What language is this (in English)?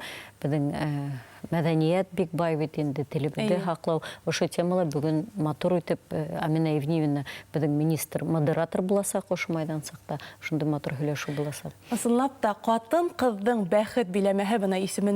Bashkir